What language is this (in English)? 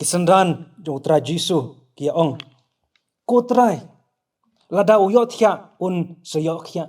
Khasi